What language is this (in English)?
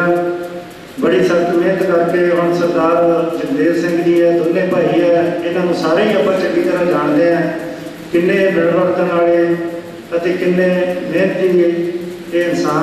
Punjabi